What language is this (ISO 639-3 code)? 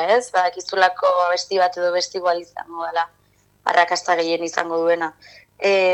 eus